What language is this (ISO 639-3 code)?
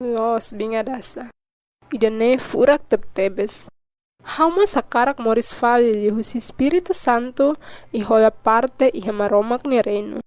tet